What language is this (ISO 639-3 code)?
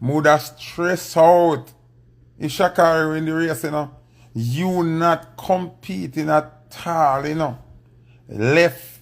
jam